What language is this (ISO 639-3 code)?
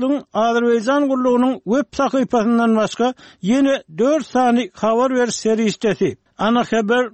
tuk